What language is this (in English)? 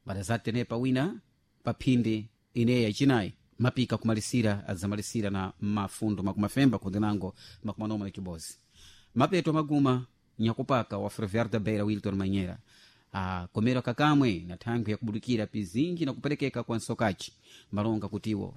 Sena